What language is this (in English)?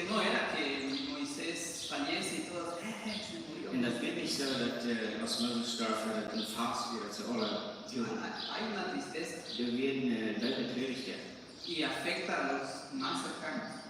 Plautdietsch